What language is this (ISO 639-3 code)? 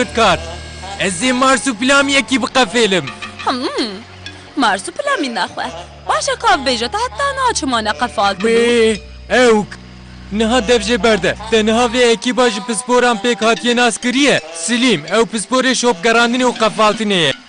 kur